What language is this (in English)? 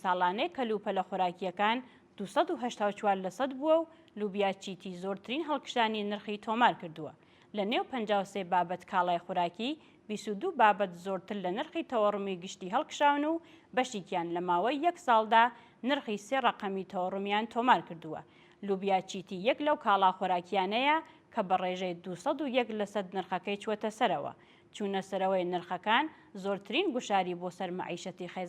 Central Kurdish